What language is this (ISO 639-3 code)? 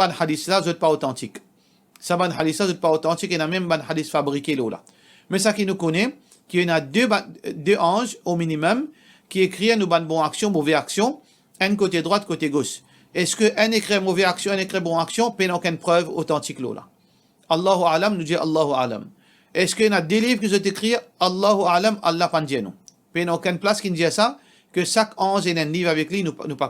mfe